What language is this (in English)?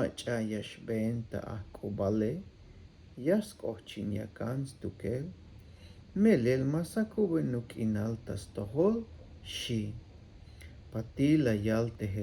Tzeltal